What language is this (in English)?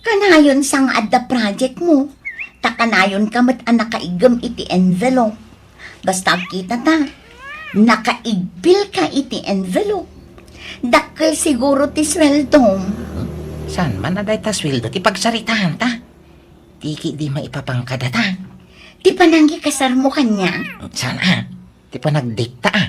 Iloko